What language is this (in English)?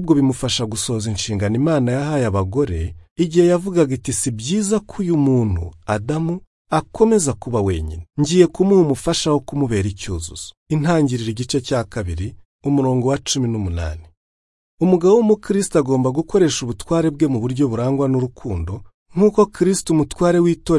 Kinyarwanda